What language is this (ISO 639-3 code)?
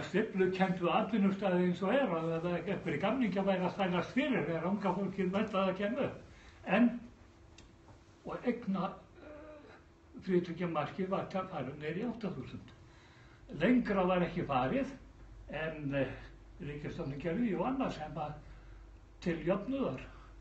isl